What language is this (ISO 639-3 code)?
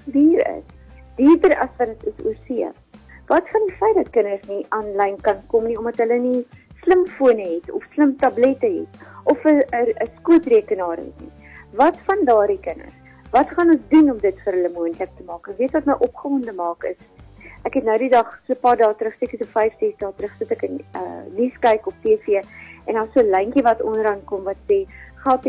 afr